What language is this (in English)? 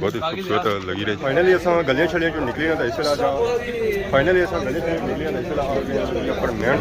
Pahari-Potwari